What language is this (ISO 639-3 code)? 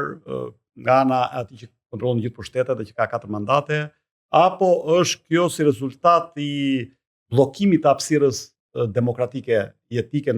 sqi